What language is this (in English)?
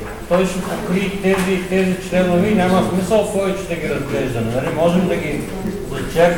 Bulgarian